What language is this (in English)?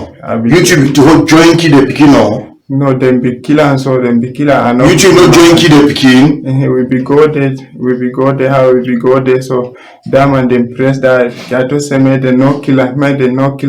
Cameroon Pidgin